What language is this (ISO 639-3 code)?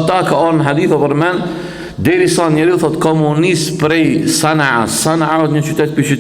sqi